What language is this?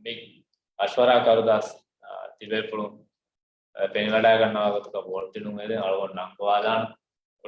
Divehi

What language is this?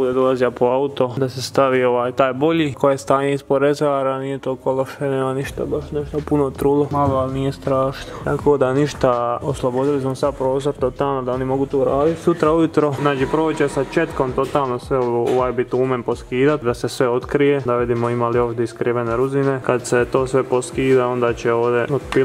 Croatian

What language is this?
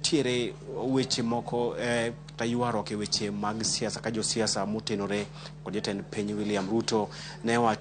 Luo (Kenya and Tanzania)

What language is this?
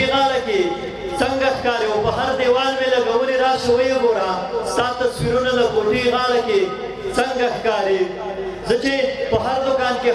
Pashto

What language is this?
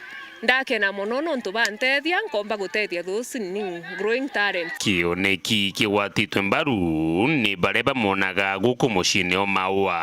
Meru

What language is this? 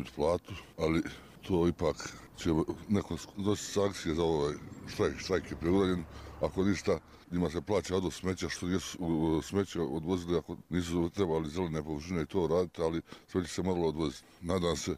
Bosnian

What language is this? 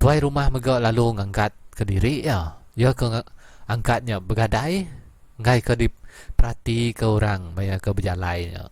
Iban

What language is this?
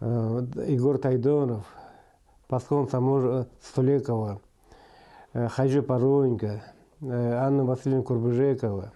Khakas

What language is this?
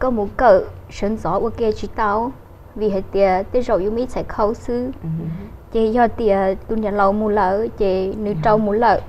Hmong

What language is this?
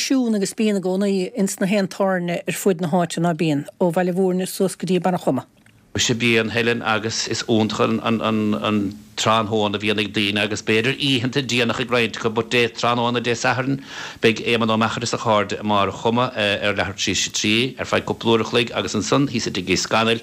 Irish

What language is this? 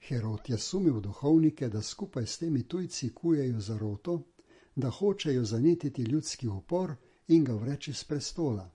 Slovenian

